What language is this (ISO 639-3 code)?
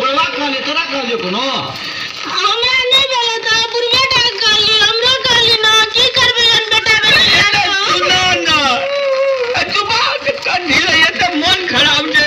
mai